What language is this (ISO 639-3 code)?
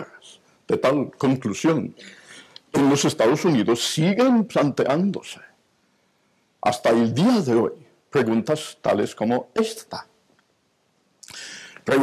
spa